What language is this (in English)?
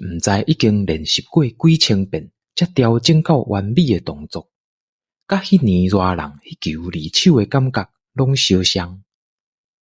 Min Nan Chinese